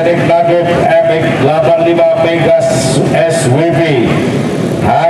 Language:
Indonesian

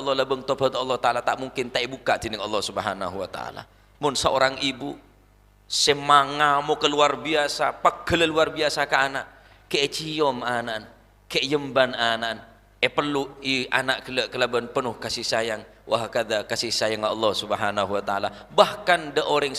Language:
Madurese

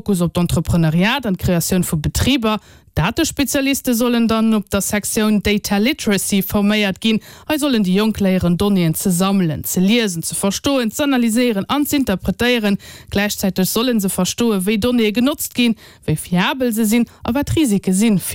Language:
Luxembourgish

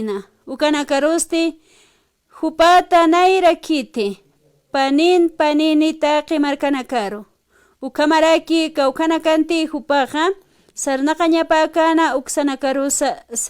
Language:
Aymara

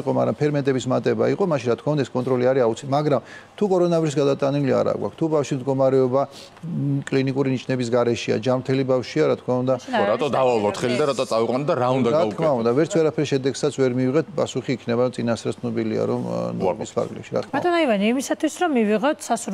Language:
Georgian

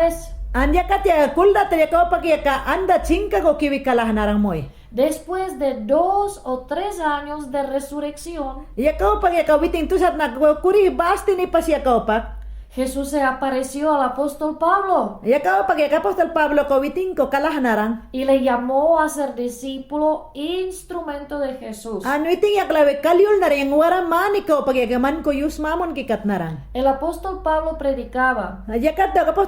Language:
Mayangna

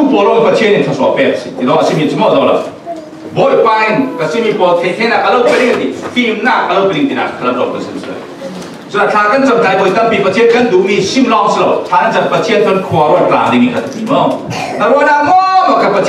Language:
Falam Chin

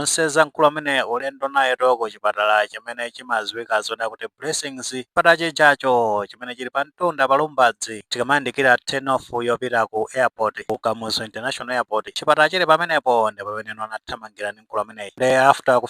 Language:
Nyanja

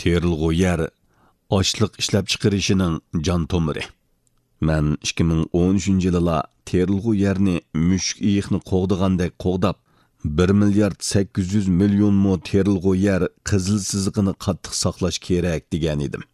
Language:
Uyghur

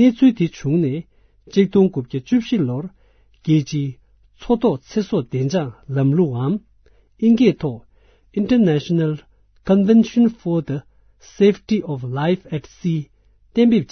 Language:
Tibetan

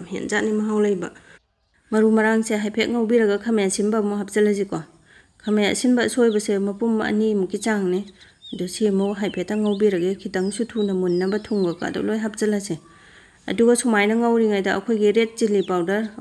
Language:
Manipuri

